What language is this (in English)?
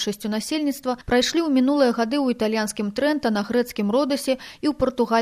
Belarusian